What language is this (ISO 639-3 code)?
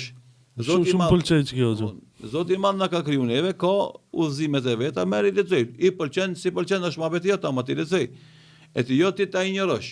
sqi